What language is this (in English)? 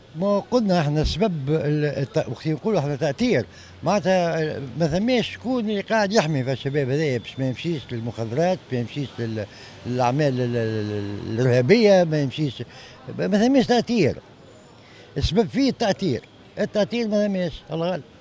Tunisian Arabic